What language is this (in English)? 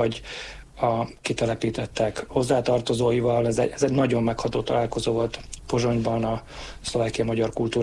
Hungarian